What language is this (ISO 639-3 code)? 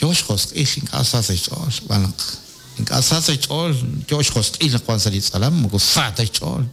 kek